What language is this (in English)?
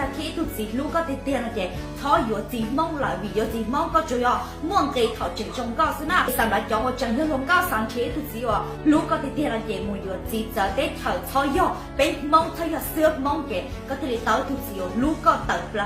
Hmong